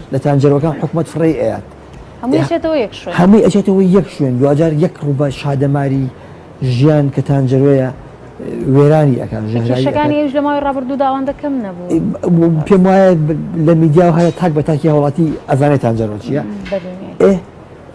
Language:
Central Kurdish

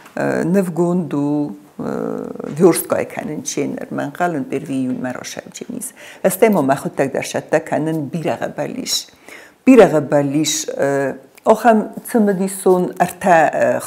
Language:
Ossetic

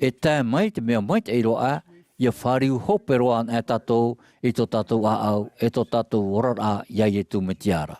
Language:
Tahitian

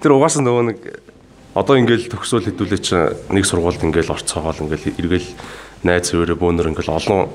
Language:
Mongolian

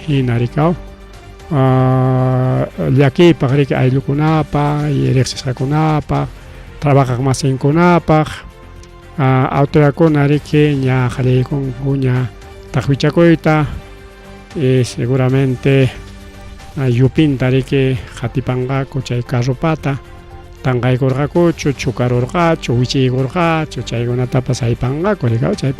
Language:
Ayacucho Quechua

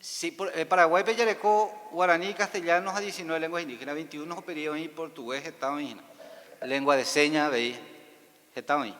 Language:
Guarani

